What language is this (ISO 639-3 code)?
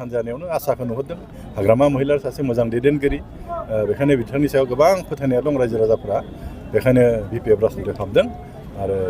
brx